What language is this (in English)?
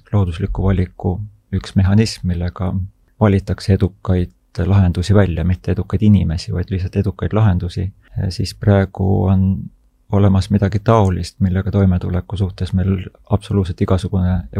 Estonian